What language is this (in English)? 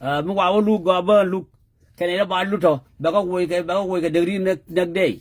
Nuer